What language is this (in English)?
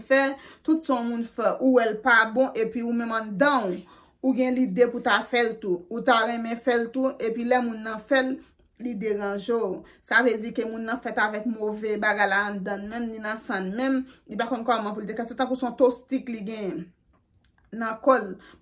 Haitian Creole